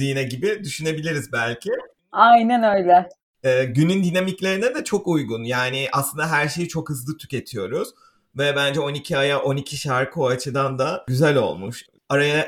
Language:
Turkish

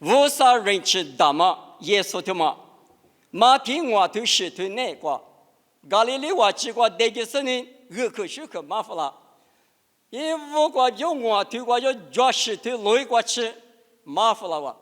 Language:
Lisu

